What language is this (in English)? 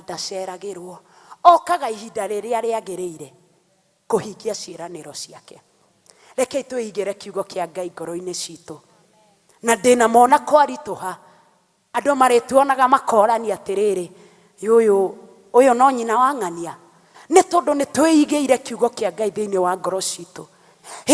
Kikuyu